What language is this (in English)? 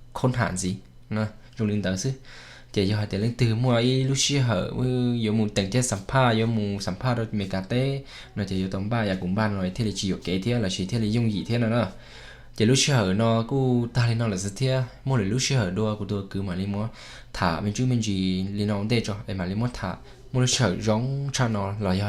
Hmong